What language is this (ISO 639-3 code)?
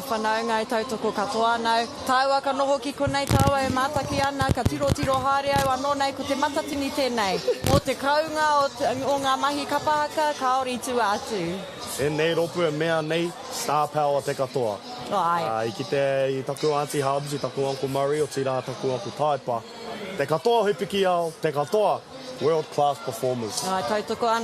mri